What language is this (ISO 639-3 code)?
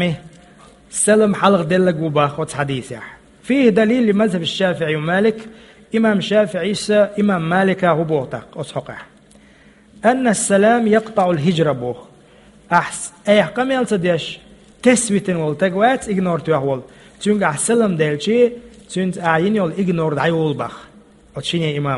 che